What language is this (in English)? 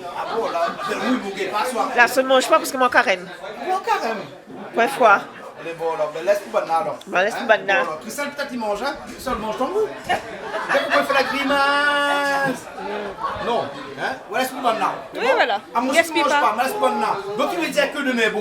Réunion Creole French